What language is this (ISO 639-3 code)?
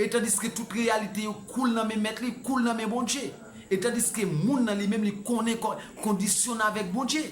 hat